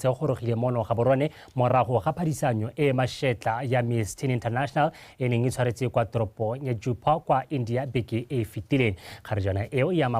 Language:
Tswana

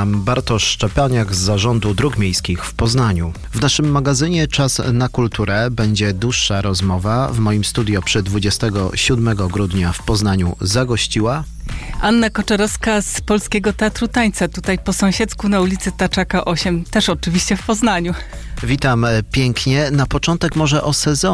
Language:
Polish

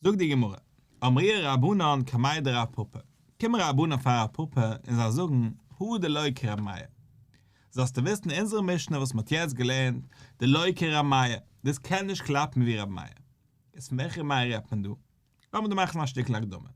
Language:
Yiddish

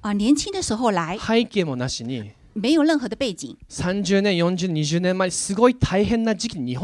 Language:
Japanese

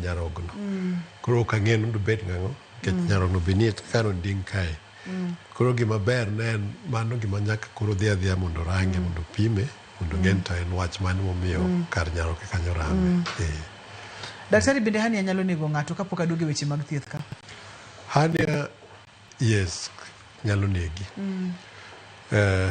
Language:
Luo (Kenya and Tanzania)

